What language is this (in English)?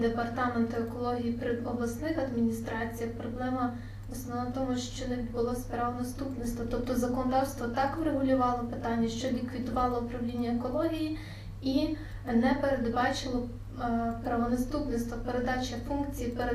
Ukrainian